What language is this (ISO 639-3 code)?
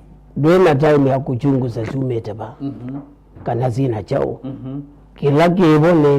kam